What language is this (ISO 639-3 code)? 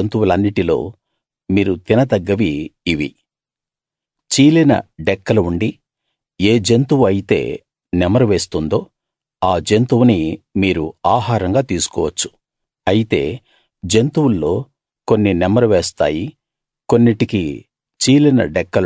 tel